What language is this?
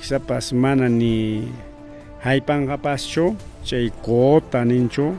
Ayacucho Quechua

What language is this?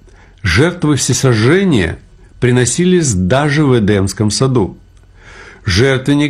Russian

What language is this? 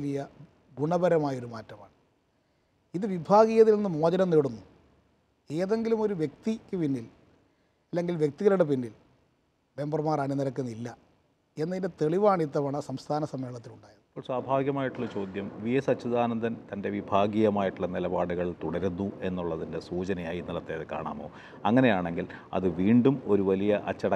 Malayalam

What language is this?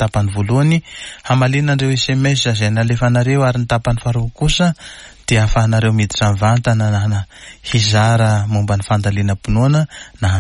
Malagasy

